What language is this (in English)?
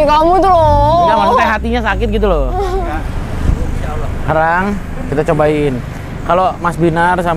Indonesian